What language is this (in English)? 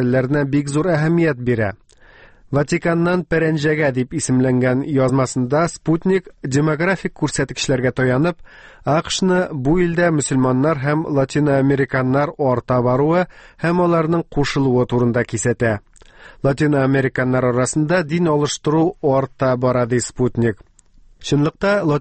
Tatar